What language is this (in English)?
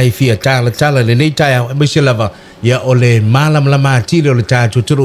Samoan